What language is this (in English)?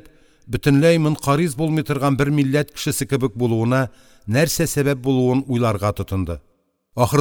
Tatar